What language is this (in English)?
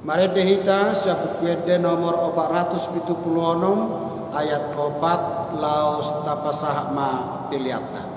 Batak Toba